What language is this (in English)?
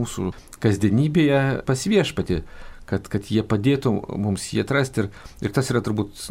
Lithuanian